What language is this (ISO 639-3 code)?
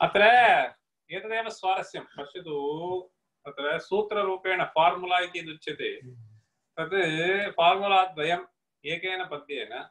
san